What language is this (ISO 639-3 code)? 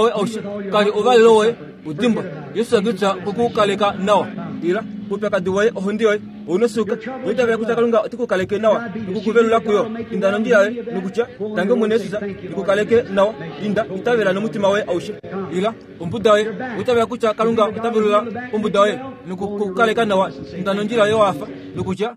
kua